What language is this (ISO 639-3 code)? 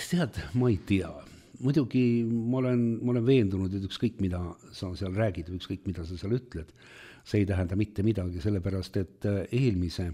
est